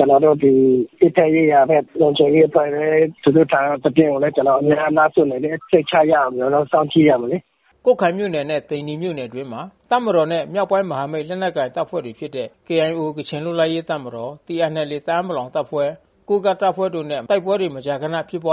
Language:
Burmese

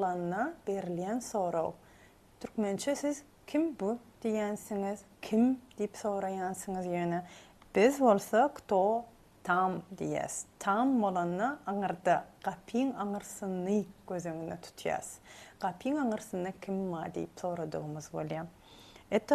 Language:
Turkmen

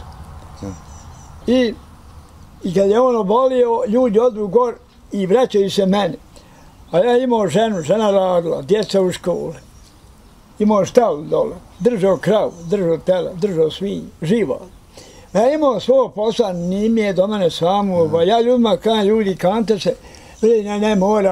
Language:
Bosnian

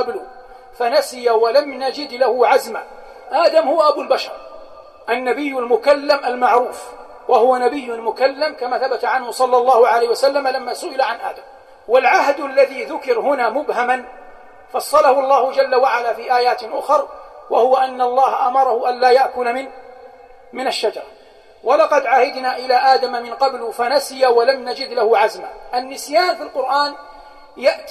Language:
Arabic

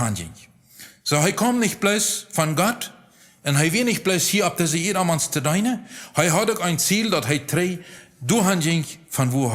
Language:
Plautdietsch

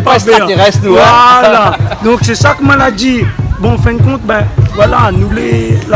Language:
Réunion Creole French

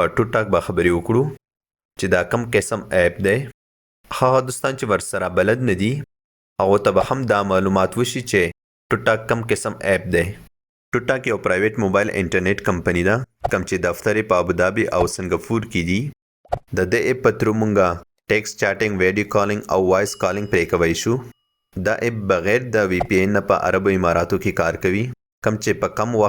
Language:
Pashto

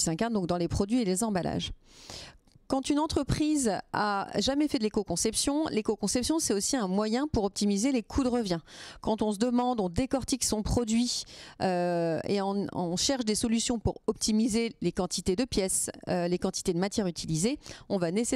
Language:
French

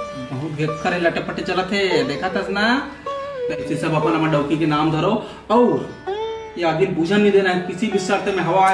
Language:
Chhattisgarhi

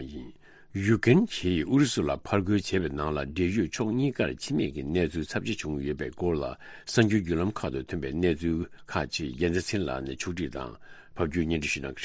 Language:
Tibetan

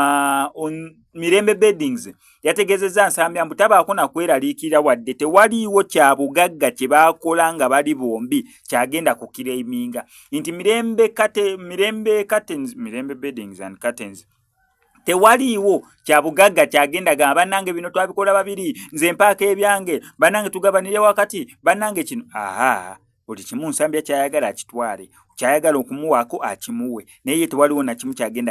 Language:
Ganda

